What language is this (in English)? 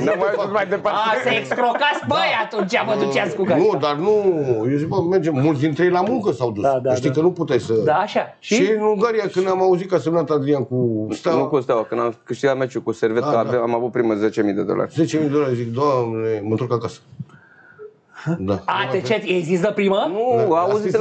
Romanian